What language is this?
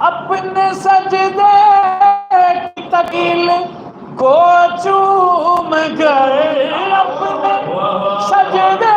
Saraiki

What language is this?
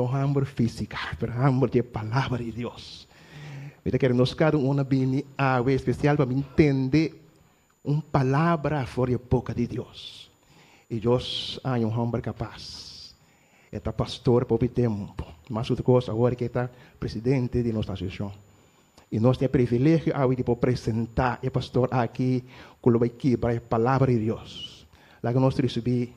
Papiamento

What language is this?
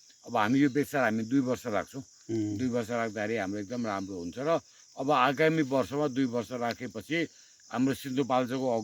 Nepali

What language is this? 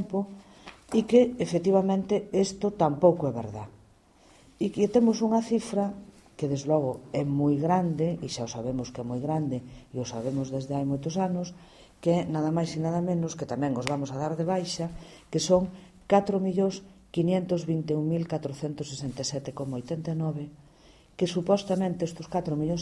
Galician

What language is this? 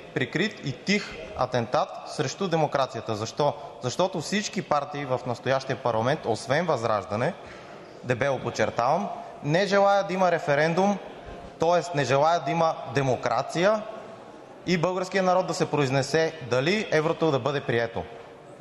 Bulgarian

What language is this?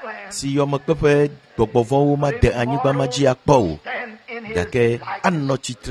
Ewe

